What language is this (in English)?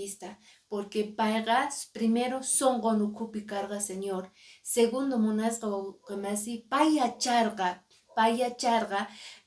Quechua